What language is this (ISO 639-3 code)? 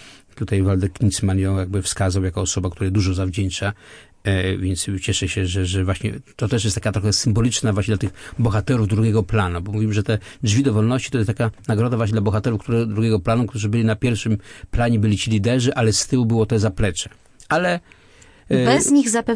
pol